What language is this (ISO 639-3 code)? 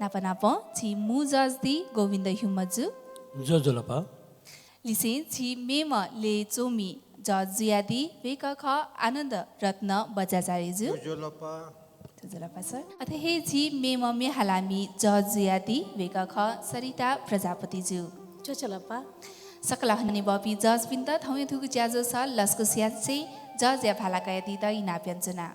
new